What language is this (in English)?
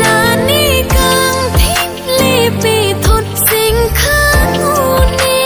Karbi